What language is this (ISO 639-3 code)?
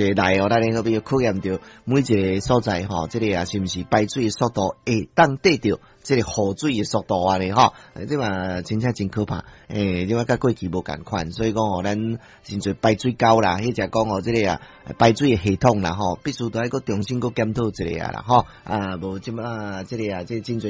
nan